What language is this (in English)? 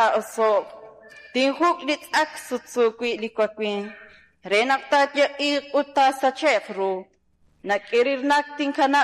Kekchí